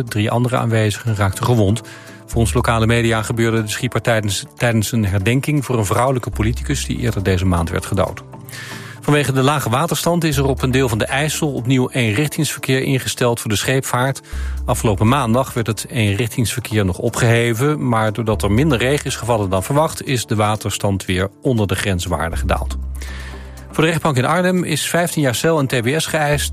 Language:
Dutch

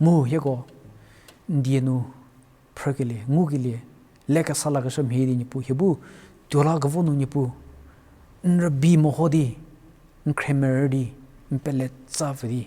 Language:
Angami Naga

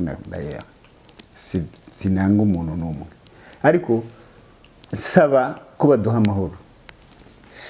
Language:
Kinyarwanda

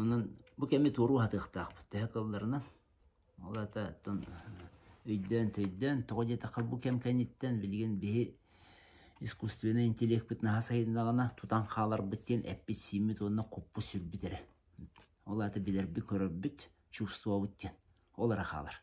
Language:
Yakut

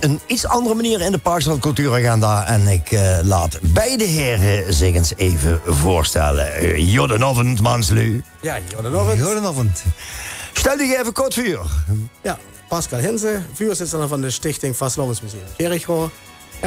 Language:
Limburgish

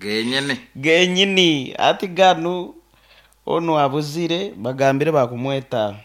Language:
Nyoro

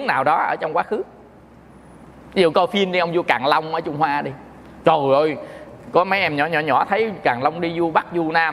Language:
Vietnamese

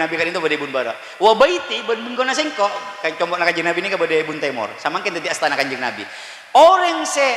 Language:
Madurese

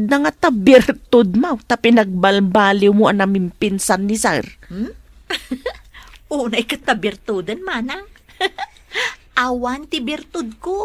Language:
Iloko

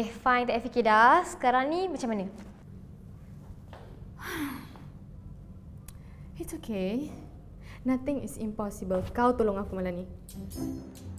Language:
Malay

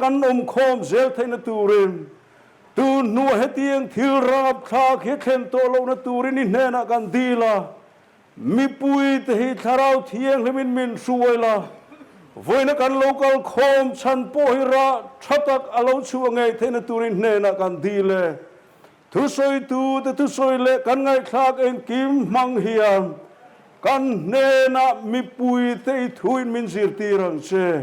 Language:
Mizo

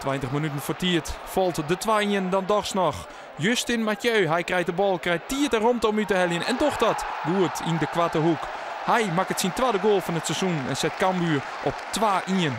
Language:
Western Frisian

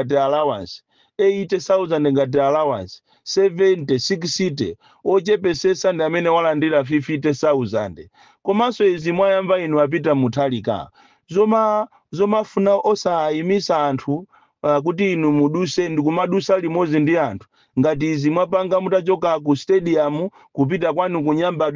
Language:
Nyanja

